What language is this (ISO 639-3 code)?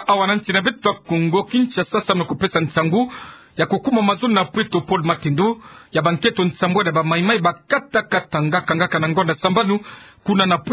ktu